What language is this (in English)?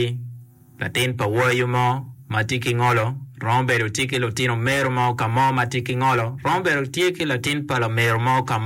Acoli